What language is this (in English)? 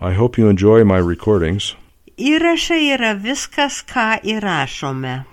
Lithuanian